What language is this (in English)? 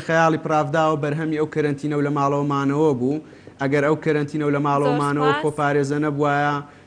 Central Kurdish